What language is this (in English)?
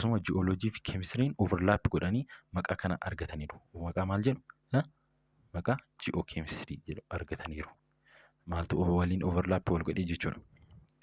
Oromo